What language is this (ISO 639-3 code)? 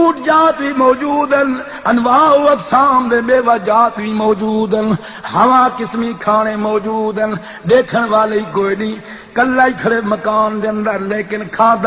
skr